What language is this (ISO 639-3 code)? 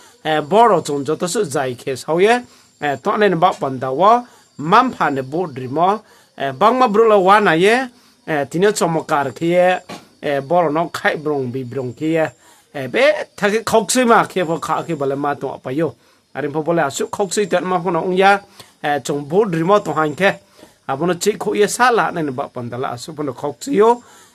ria